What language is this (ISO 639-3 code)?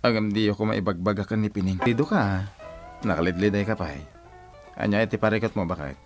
ilo